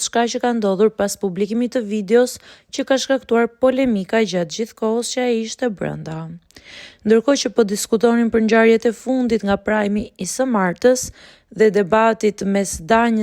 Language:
Albanian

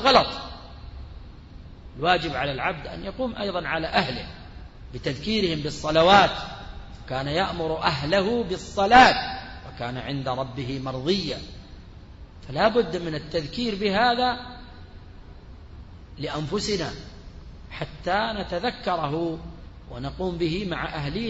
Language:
Arabic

